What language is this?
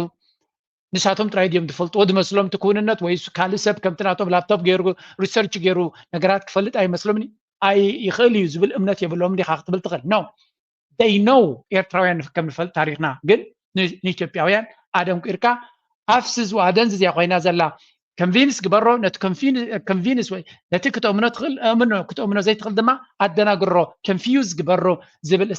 Tigrinya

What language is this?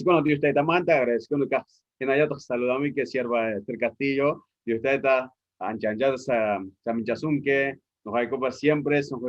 Ayacucho Quechua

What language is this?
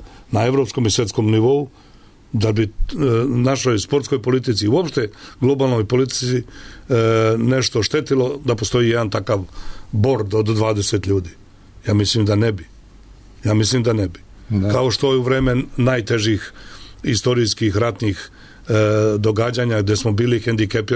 Serbian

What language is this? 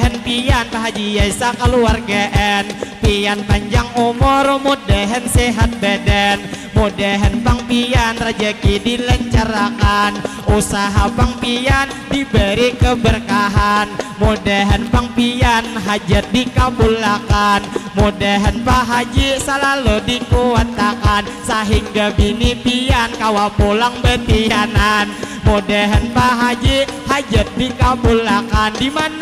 Banjar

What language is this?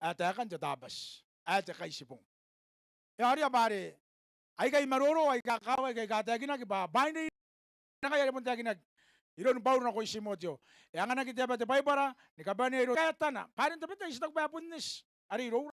Gilbertese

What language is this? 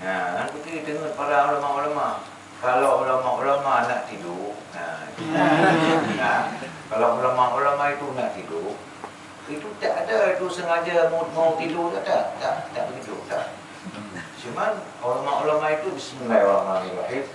Achinese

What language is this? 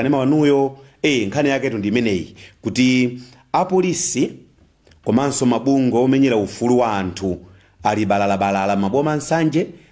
Nyanja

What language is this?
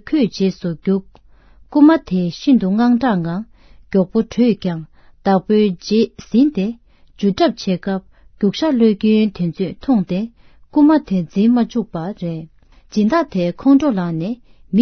Tibetan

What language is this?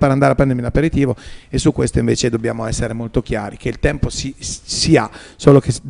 Italian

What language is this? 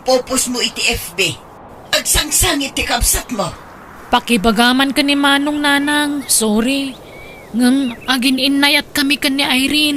Iloko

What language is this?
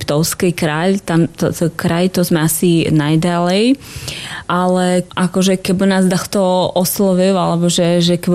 Slovak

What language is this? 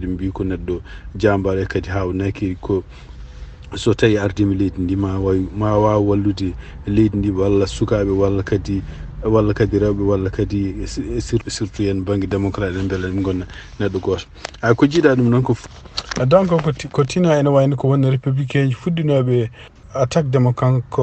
Fula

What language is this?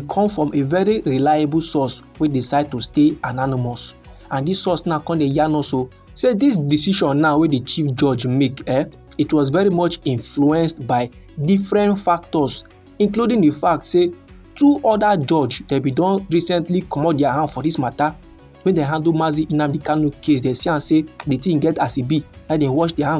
Nigerian Pidgin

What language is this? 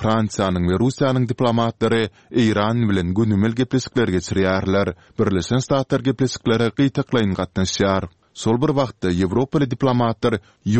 Turkmen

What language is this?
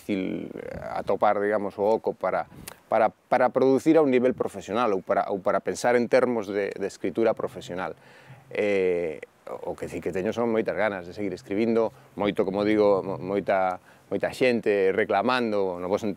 Galician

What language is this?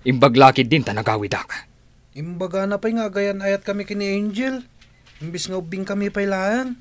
Iloko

